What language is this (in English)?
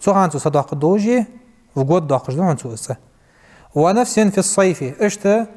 Ingush